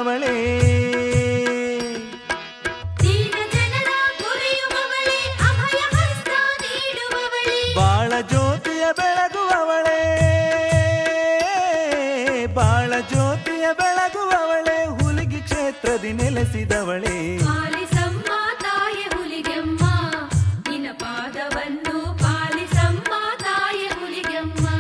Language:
Kannada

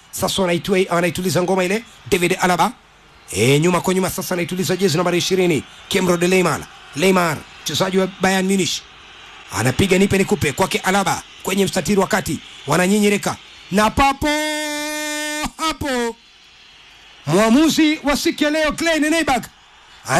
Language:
Swahili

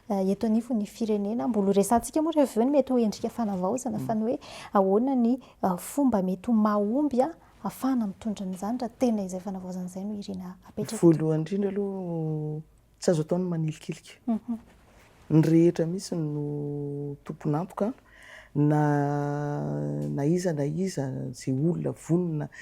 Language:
Malagasy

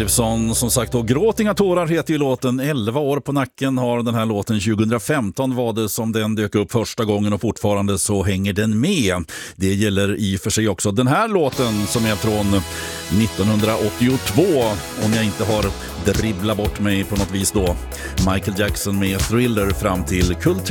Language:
Swedish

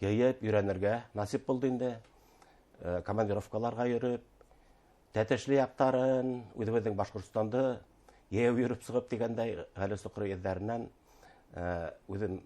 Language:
Bashkir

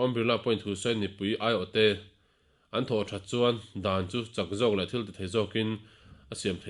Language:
Mizo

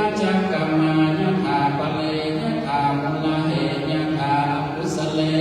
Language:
Pali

